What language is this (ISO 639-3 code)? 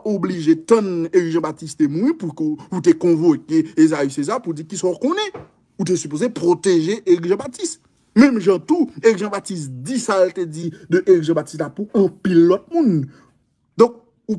hat